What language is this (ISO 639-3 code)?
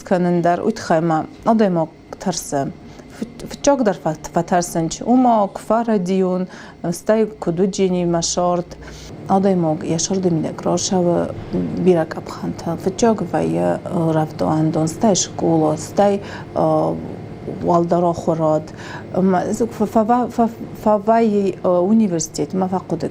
oss